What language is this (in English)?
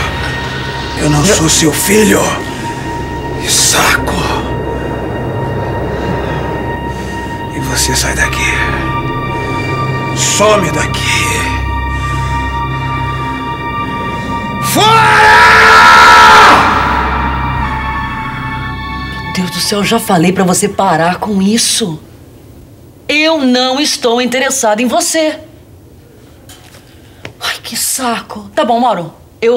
Portuguese